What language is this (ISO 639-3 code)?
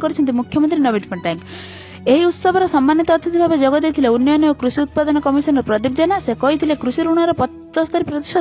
ori